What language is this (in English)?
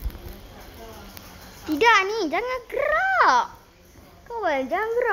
Malay